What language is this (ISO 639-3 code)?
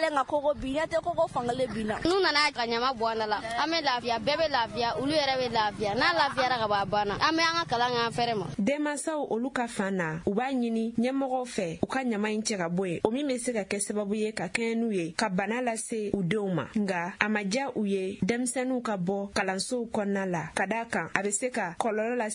bam